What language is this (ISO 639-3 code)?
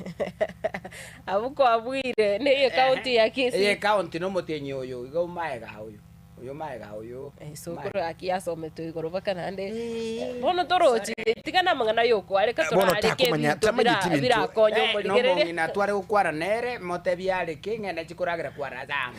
guz